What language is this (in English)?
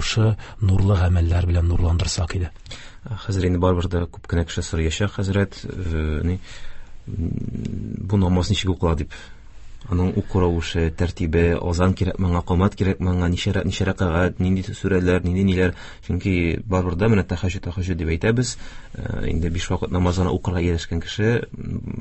Tatar